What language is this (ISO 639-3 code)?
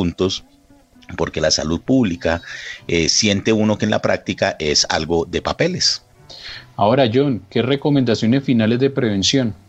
spa